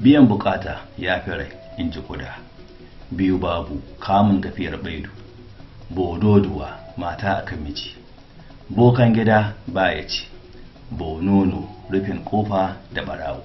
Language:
Hausa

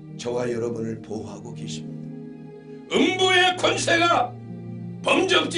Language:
Korean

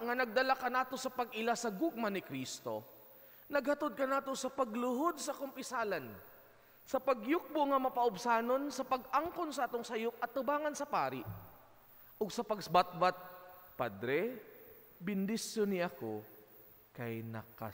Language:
Cebuano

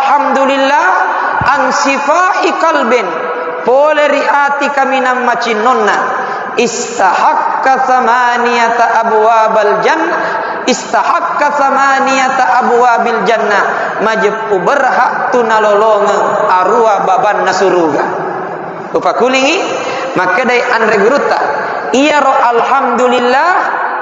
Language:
Buginese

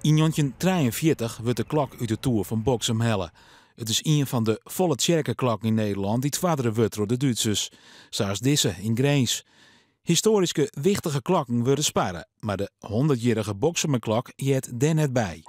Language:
Western Frisian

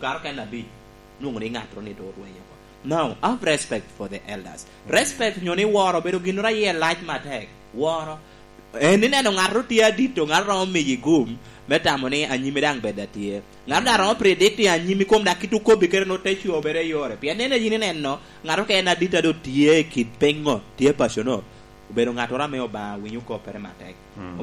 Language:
Lango (Uganda)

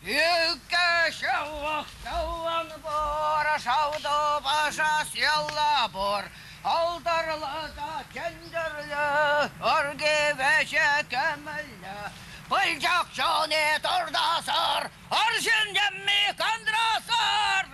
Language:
Chuvash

